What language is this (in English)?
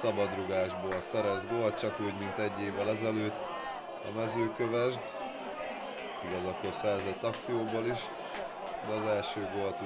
Hungarian